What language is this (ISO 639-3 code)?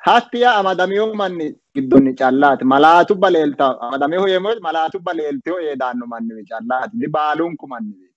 sid